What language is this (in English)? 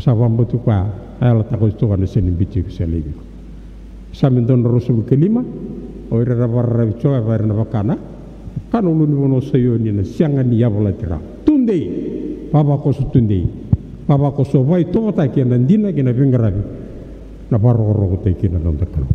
Fijian